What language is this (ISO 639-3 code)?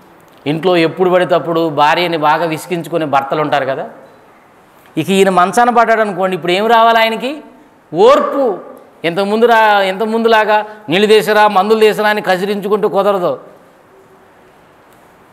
tel